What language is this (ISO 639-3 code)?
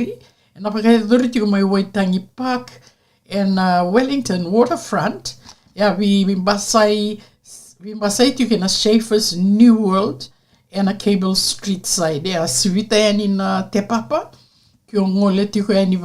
fij